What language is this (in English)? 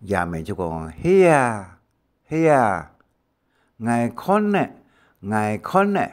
Hakka Chinese